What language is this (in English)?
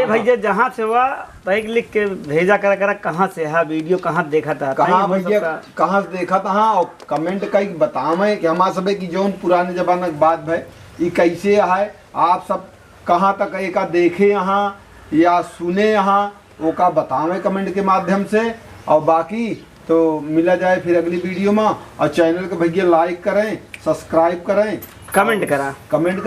Awadhi